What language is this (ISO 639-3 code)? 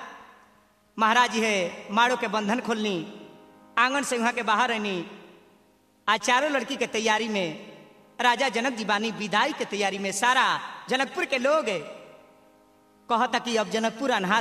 bho